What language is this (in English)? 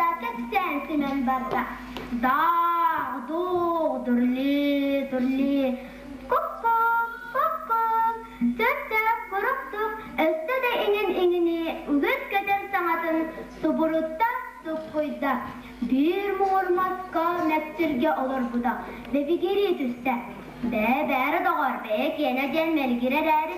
Yakut